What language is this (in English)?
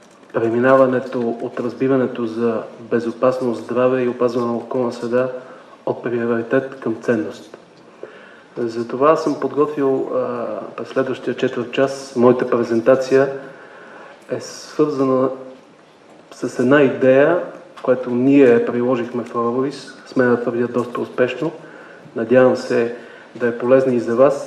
Bulgarian